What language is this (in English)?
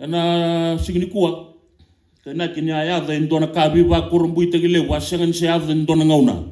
Fijian